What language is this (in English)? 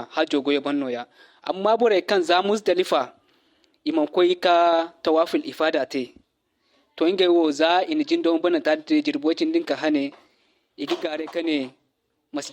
Zarma